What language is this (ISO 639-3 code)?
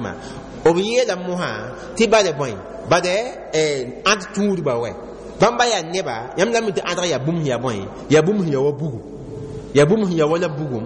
mos